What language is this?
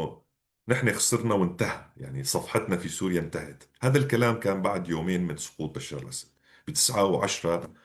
North Levantine Arabic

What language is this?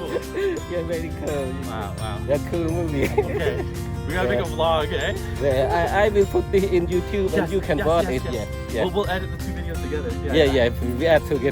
Central Mnong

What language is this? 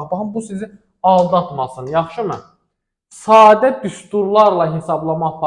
Azerbaijani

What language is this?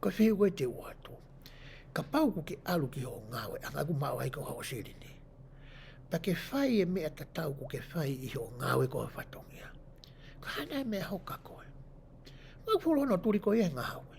Tongan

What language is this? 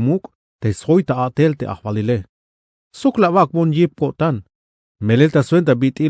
Tzeltal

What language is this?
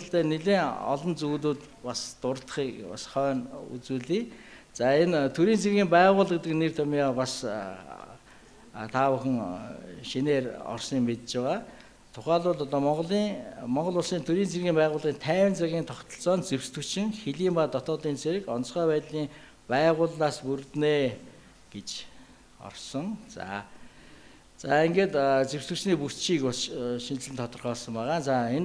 Mongolian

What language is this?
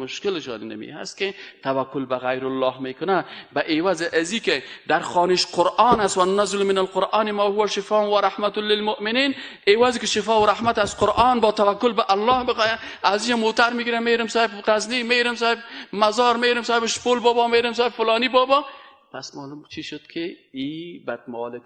Persian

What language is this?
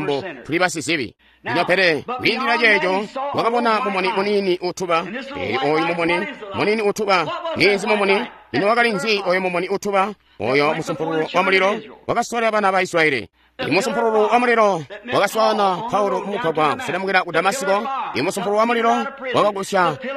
Tonga (Zambia)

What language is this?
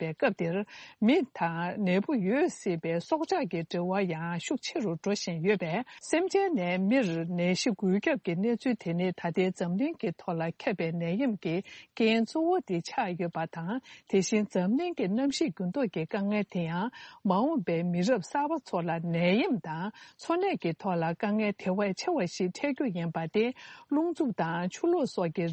Tibetan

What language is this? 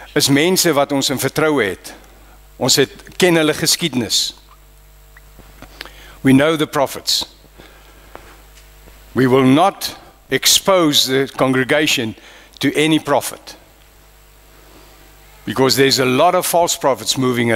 Afrikaans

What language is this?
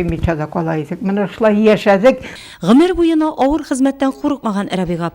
Tatar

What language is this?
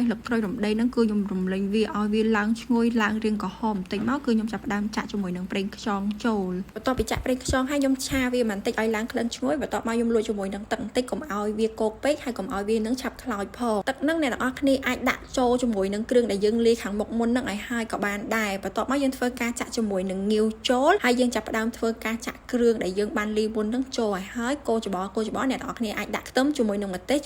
Khmer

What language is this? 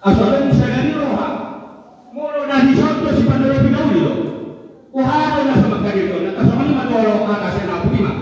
Batak Toba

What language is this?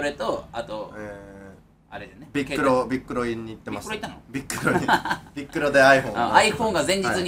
Japanese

